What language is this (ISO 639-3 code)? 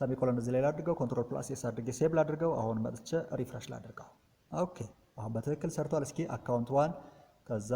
amh